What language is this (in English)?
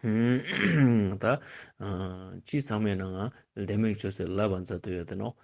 Ladakhi